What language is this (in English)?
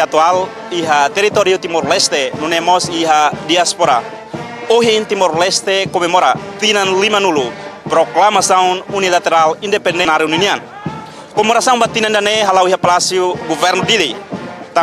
Tetum